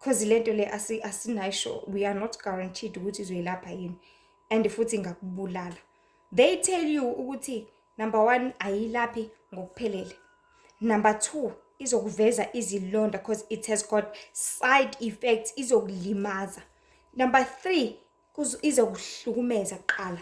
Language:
Zulu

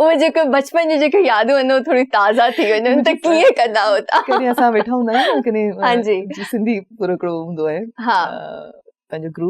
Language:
Sindhi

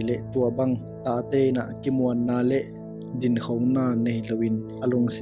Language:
Tedim Chin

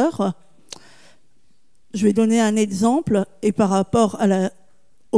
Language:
French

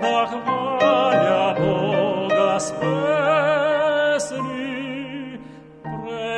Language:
Bulgarian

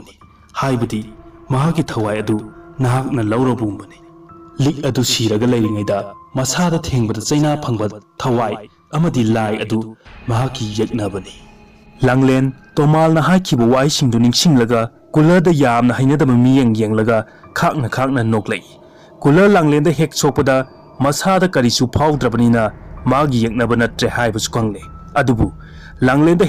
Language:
Manipuri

